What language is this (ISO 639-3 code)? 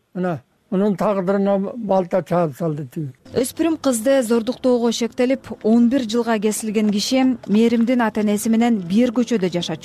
kir